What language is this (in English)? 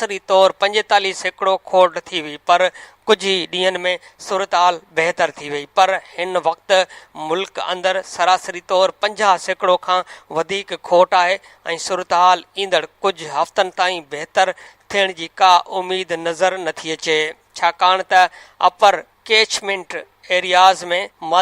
Sindhi